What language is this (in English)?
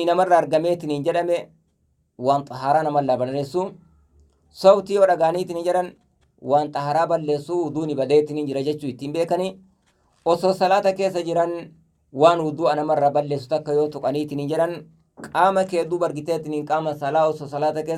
Oromo